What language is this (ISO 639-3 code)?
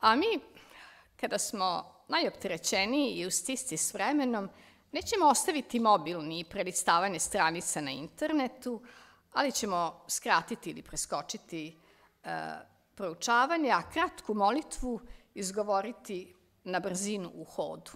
srp